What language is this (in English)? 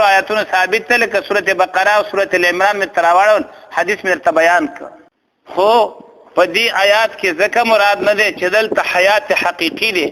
Pashto